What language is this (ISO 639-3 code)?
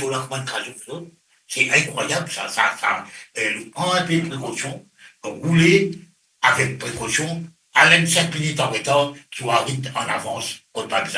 mfe